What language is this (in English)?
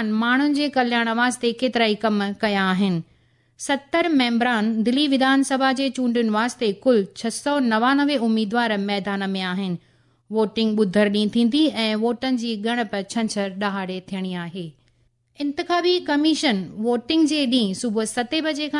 Sindhi